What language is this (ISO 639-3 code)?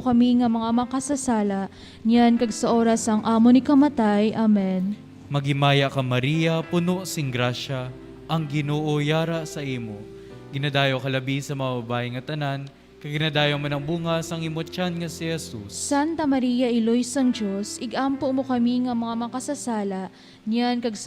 hil